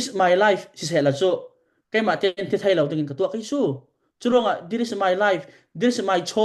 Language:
Falam Chin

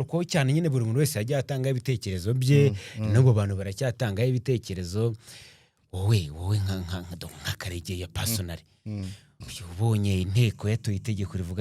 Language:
Kinyarwanda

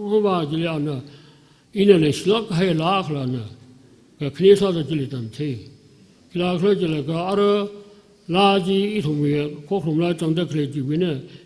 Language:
Tangkhul Naga (India)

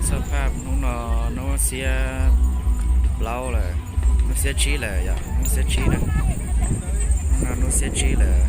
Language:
Hmong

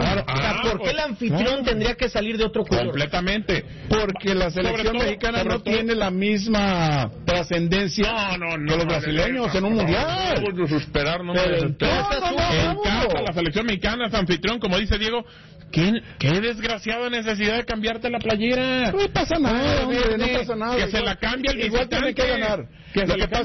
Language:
Spanish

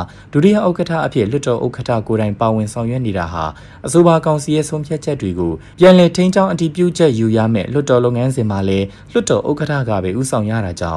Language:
Burmese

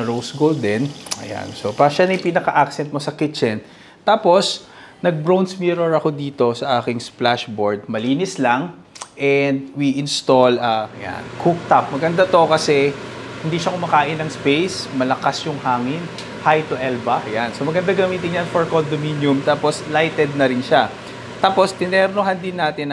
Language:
Filipino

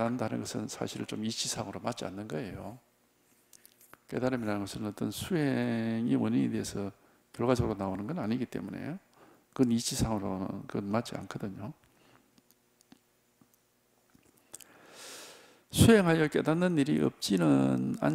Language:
Korean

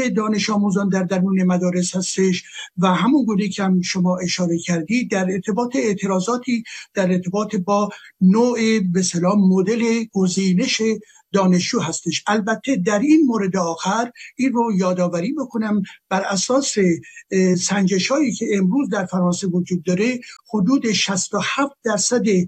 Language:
Persian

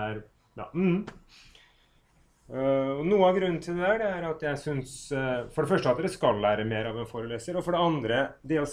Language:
Norwegian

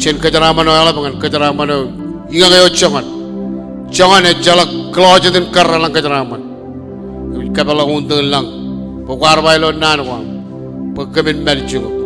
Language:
Marshallese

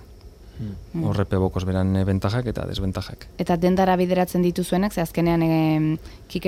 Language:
Basque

